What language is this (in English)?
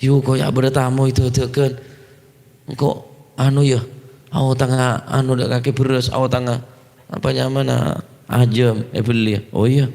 Madurese